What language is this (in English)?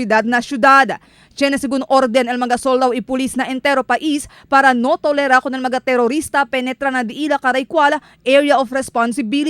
Chavacano